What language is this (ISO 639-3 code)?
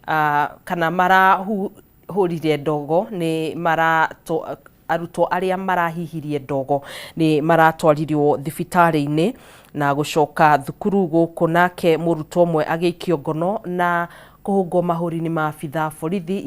kik